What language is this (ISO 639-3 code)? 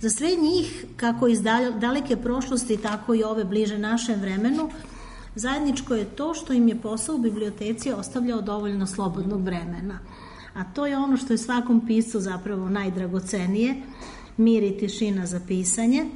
srp